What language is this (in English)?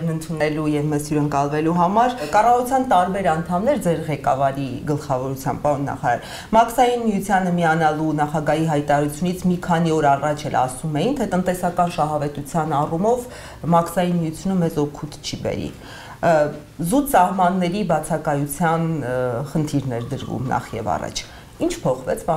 Armenian